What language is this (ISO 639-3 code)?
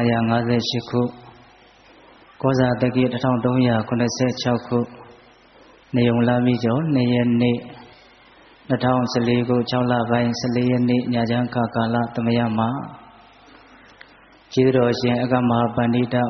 mya